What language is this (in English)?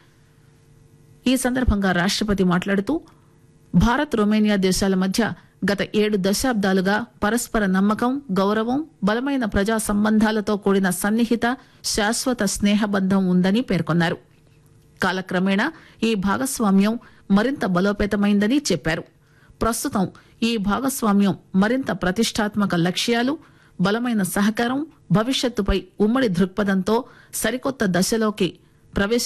Telugu